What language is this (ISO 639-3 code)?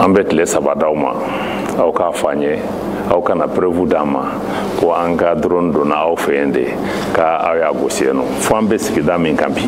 bam